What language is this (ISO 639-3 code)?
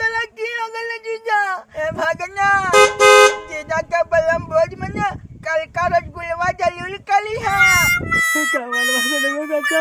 mag